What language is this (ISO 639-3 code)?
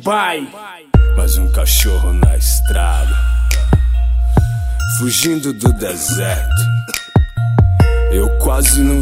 por